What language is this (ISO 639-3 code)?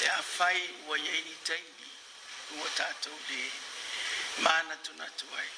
smo